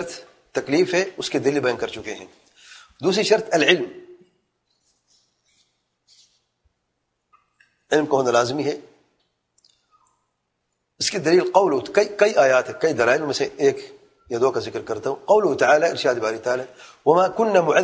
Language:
Urdu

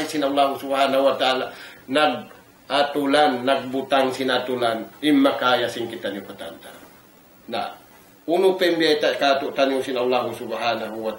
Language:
Tausug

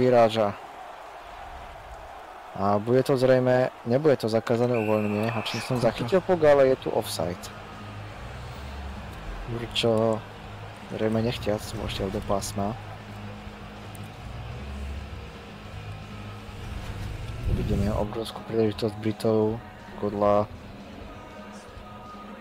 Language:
Slovak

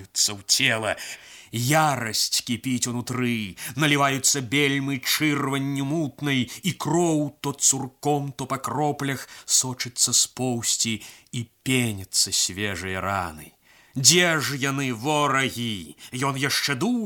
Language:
Belarusian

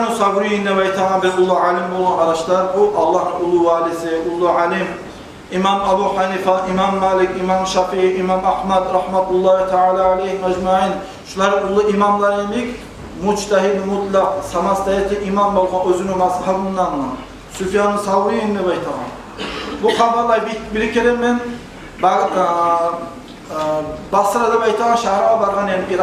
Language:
Kumyk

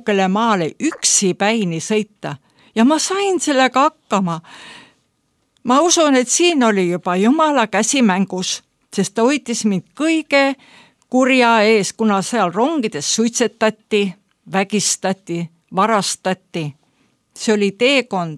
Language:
Estonian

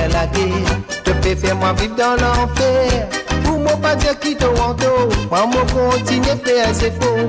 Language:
Morisyen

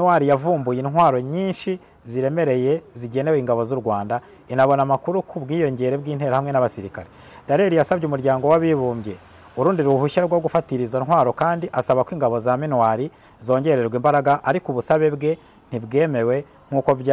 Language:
Kinyarwanda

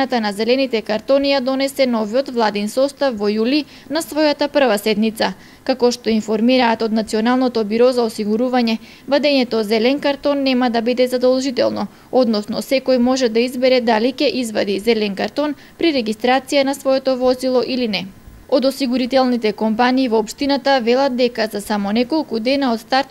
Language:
Macedonian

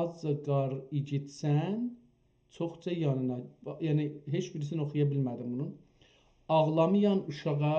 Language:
South Azerbaijani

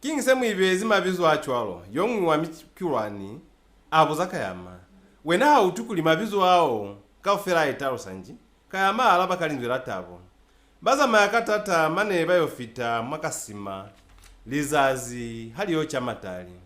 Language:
Lozi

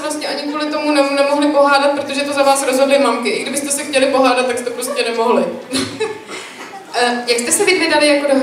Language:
Czech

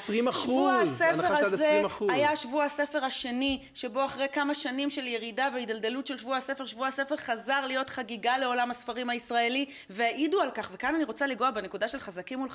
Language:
Hebrew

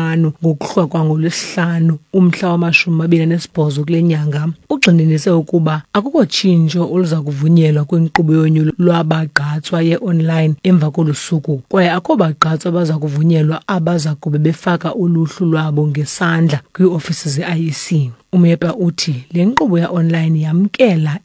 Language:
Xhosa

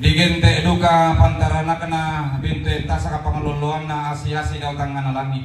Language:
Toraja-Sa'dan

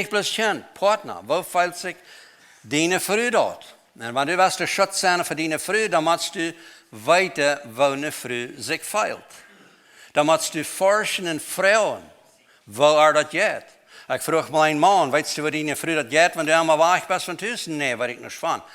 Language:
Plautdietsch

